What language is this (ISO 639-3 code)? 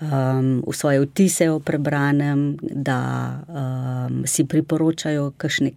slv